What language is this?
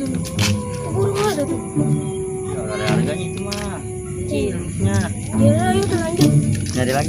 Betawi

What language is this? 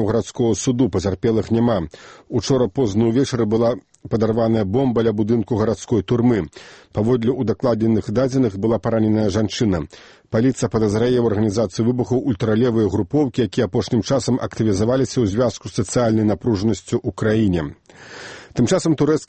Belarusian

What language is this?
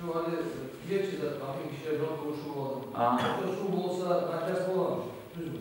Kumyk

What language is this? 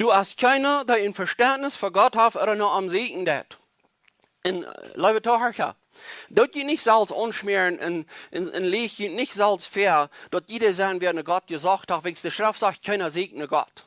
Plautdietsch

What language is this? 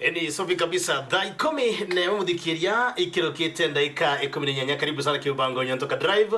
Meru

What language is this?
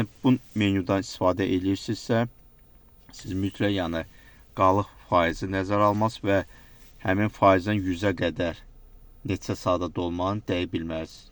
Azerbaijani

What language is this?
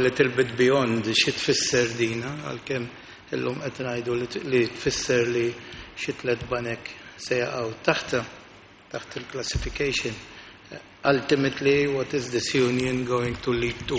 Maltese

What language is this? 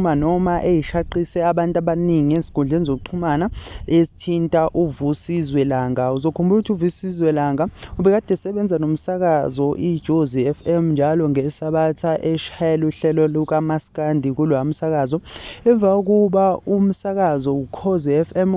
Zulu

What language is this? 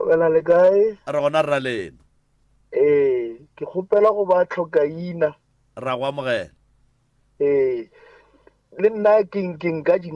Northern Sotho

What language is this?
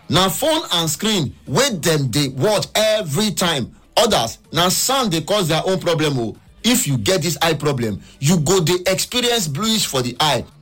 Nigerian Pidgin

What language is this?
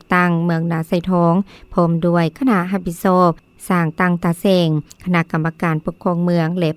Lao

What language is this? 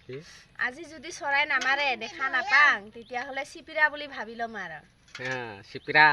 Assamese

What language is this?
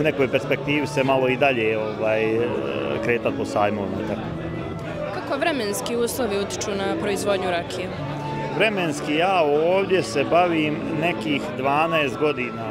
Bosnian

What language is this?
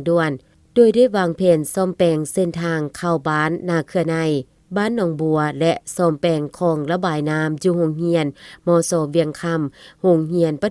Lao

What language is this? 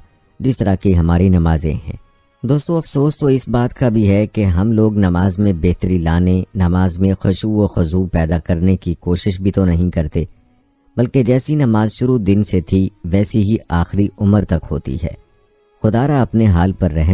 Urdu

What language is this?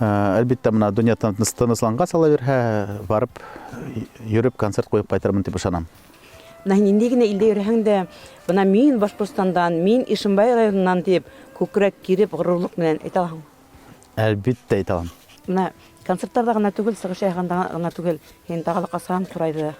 Bashkir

